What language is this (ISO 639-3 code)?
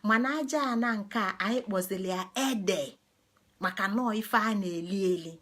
ibo